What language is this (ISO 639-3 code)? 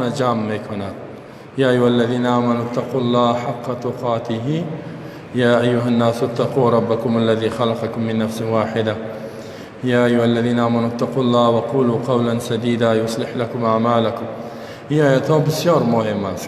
fas